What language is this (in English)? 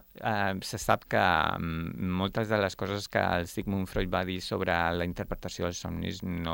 Catalan